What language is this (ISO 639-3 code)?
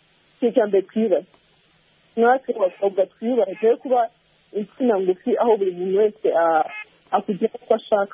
kin